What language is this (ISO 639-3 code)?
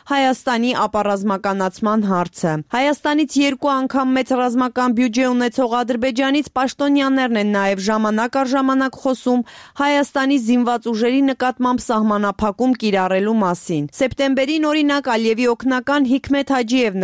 hye